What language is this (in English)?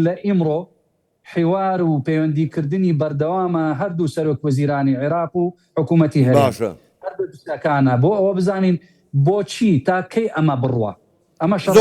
Central Kurdish